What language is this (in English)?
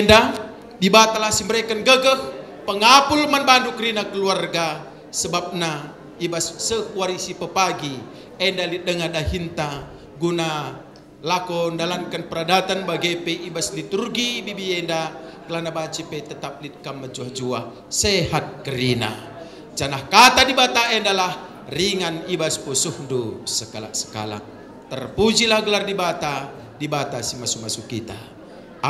Batak Karo